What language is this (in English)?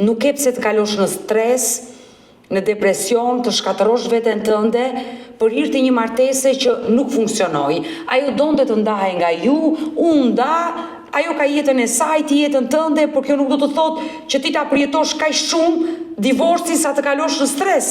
Albanian